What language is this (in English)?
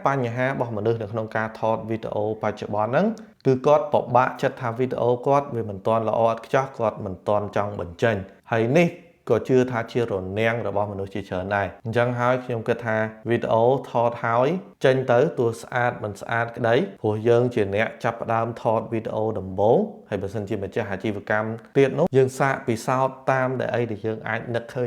Khmer